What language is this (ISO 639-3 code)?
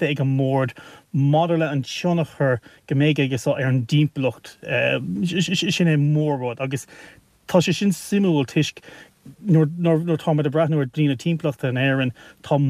gle